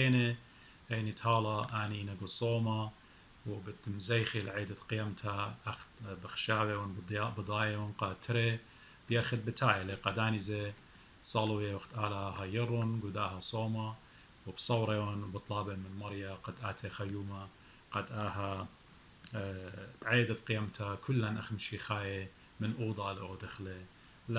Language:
Assyrian Neo-Aramaic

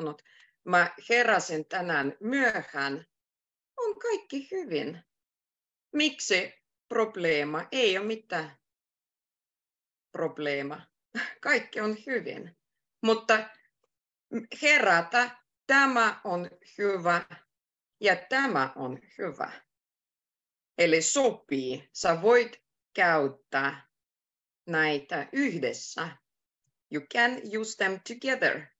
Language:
Finnish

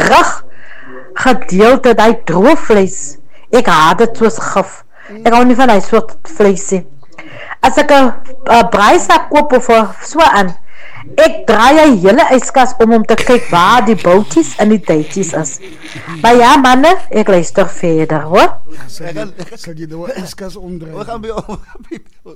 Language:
Afrikaans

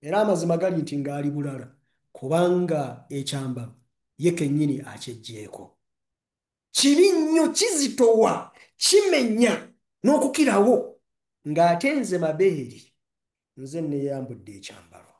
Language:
Ganda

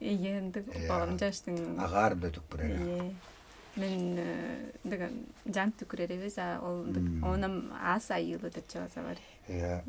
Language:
Tuvinian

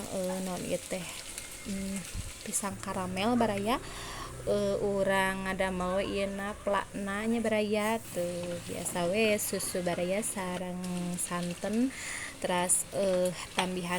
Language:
Sundanese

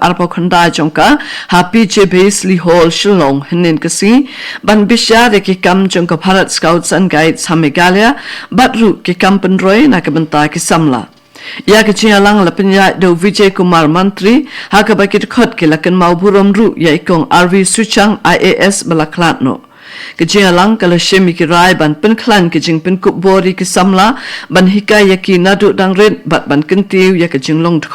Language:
Khasi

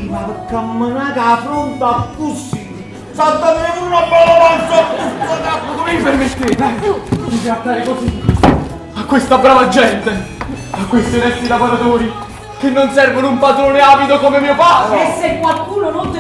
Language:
Neapolitan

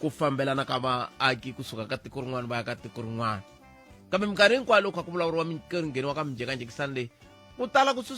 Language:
Tsonga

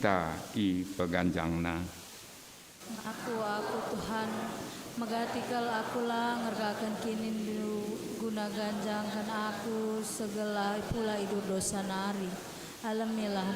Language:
Batak Karo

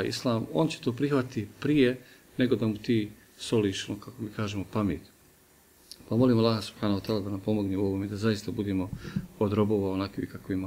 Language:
Bosnian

